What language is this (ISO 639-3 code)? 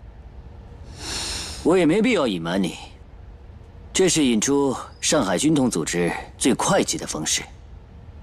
zho